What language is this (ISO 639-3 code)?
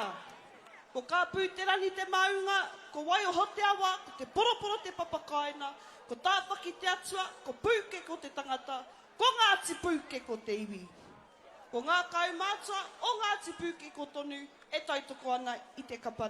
mri